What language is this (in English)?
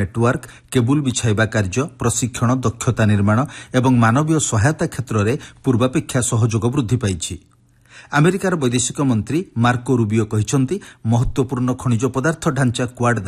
Odia